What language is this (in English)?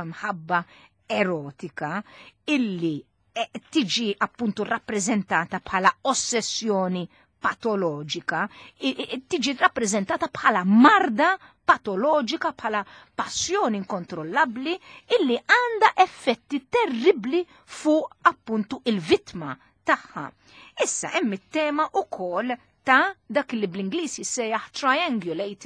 Maltese